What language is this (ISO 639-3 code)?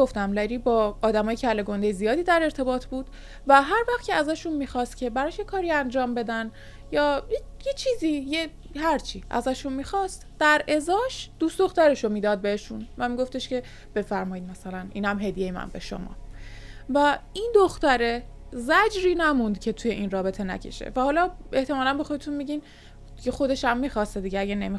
fas